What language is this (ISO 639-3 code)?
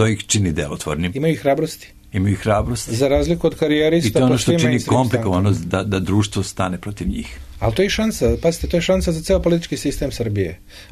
srp